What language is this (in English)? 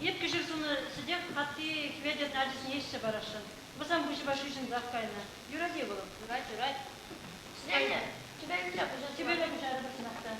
Chuvash